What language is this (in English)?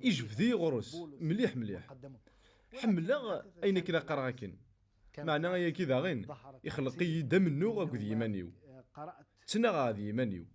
Kabyle